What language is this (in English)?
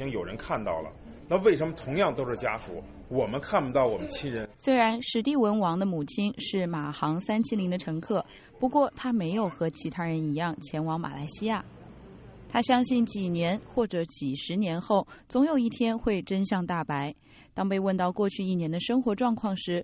Chinese